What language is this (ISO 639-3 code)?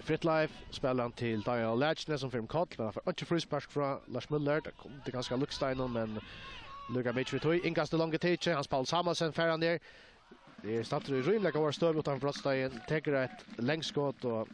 fao